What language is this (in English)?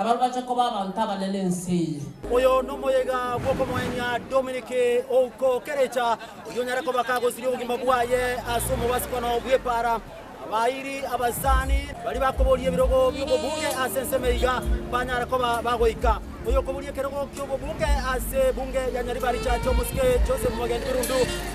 Gusii